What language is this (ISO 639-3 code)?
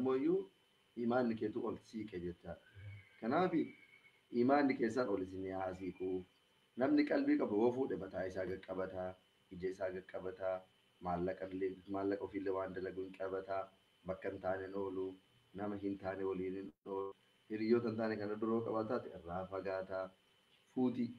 orm